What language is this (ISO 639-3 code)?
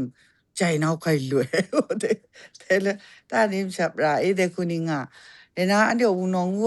kac